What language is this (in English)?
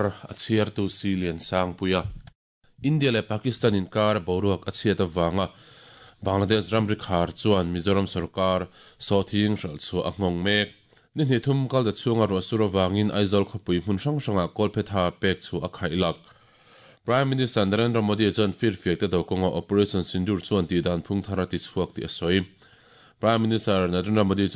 Mizo